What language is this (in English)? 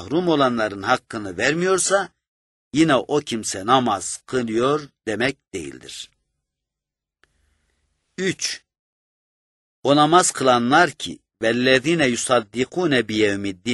Turkish